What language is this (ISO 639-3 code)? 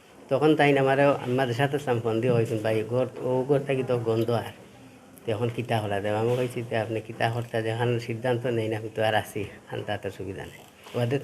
syl